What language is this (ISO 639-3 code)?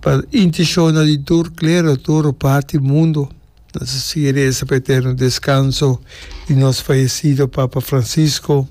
pap